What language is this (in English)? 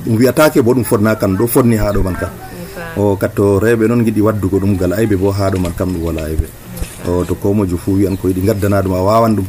Nigerian Fulfulde